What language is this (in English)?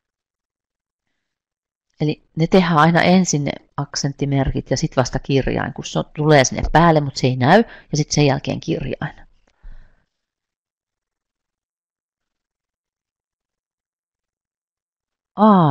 Finnish